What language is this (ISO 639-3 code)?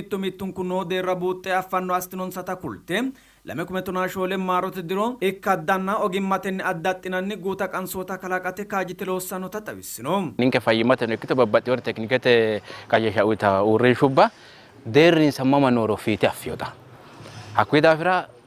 sid